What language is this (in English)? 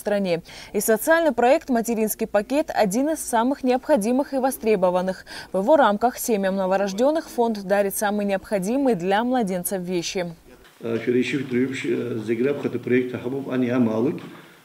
Abkhazian